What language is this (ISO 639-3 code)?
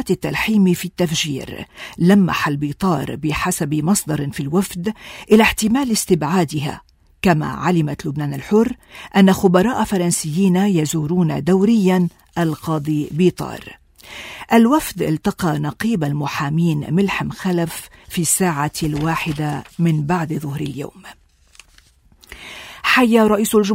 ara